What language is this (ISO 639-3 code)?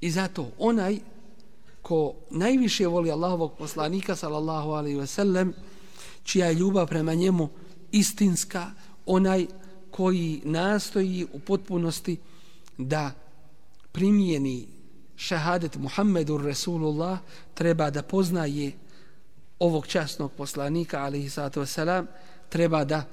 bos